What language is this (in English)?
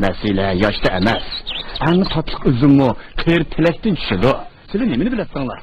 Uyghur